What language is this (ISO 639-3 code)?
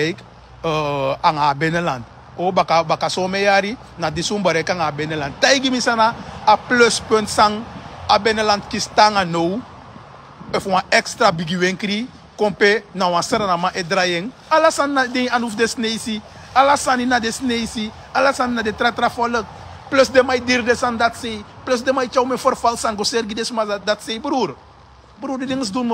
srn